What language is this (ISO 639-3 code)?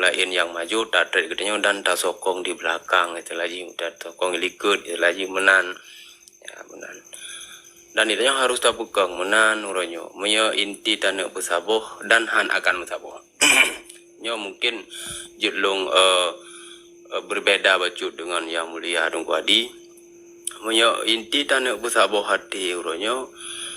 ace